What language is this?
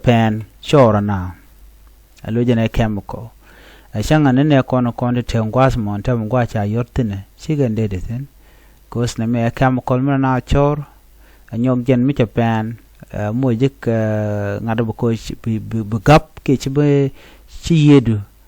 Nuer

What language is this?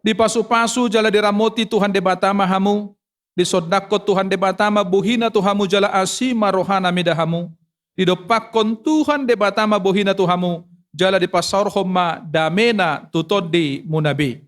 Batak Toba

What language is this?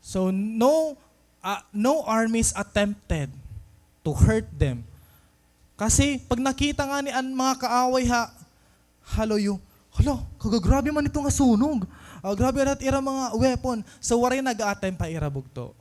Waray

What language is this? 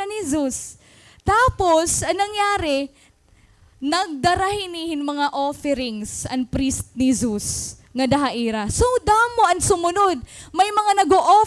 Waray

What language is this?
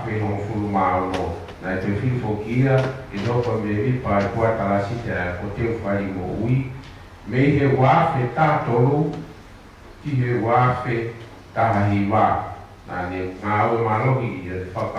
Tongan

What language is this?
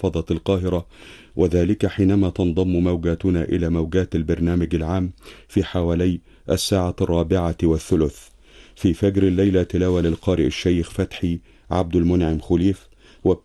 Arabic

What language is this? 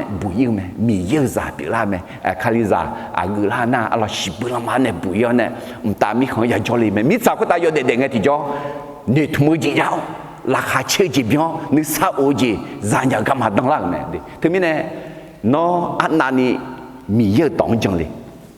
Akha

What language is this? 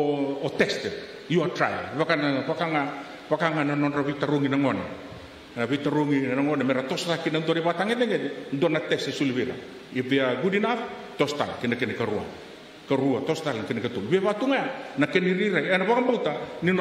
Fijian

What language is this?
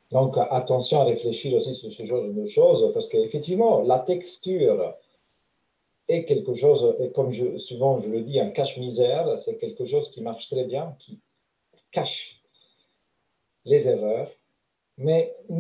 French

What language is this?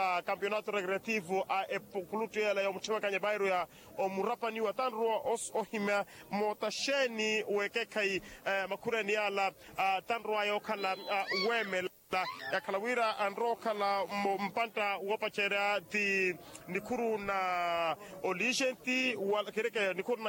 Makhuwa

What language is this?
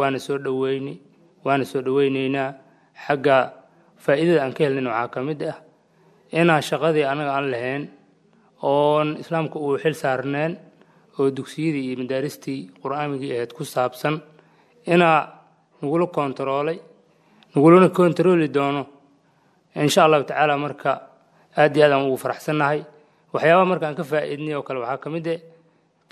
Somali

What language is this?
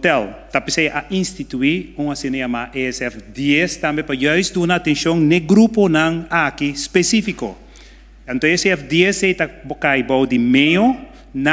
Papiamento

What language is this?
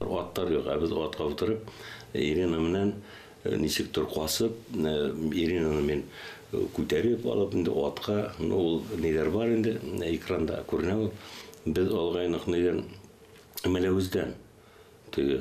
Bashkir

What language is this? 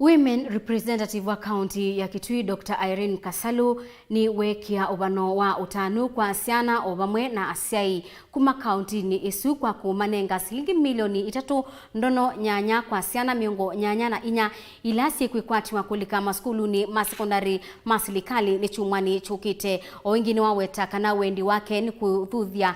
Kamba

